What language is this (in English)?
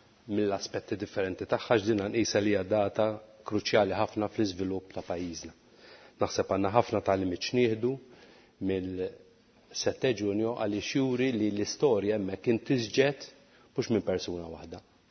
Maltese